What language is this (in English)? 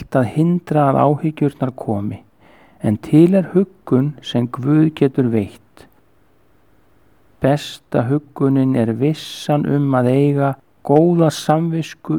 Icelandic